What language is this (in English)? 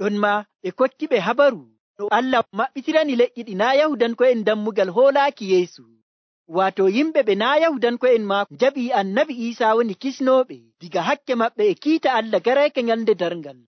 Nigerian Fulfulde